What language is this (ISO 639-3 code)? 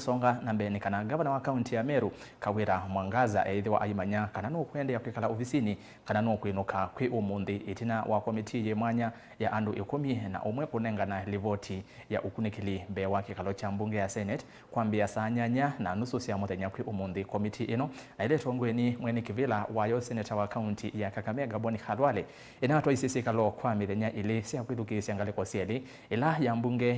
kam